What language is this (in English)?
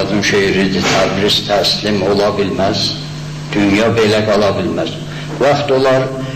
South Azerbaijani